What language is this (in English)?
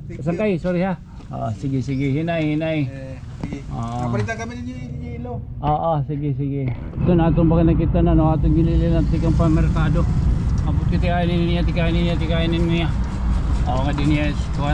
Waray